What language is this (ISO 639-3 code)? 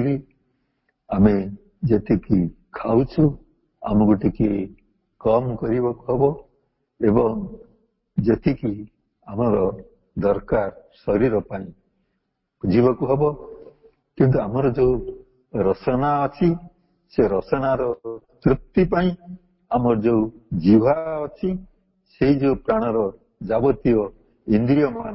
ori